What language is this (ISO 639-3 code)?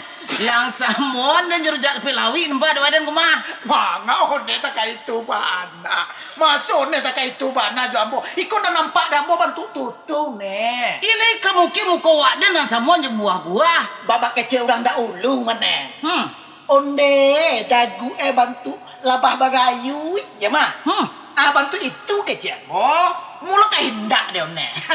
min